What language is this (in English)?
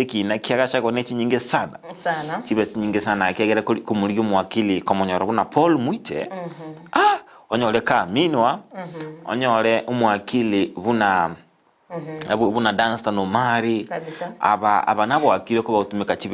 Gusii